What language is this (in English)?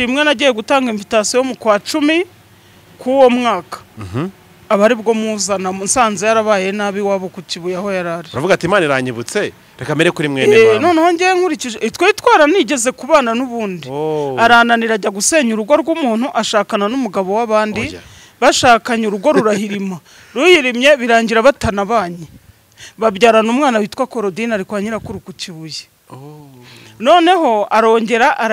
Kinyarwanda